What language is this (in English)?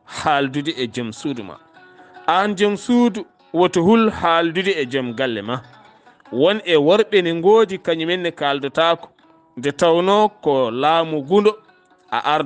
Fula